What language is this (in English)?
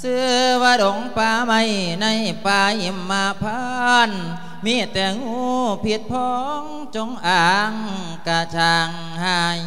Lao